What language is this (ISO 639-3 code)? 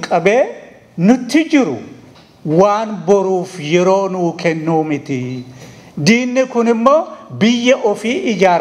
orm